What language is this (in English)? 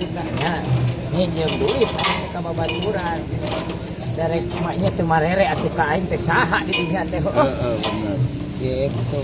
Sundanese